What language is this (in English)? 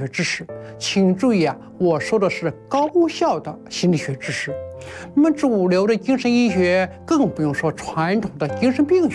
Chinese